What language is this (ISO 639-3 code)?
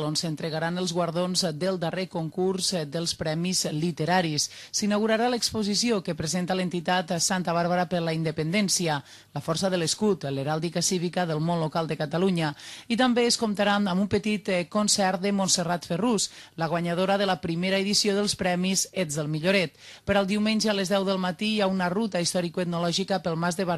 cat